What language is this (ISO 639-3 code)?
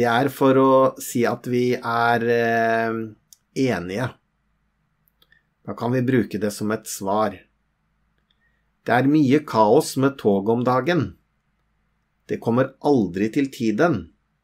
nor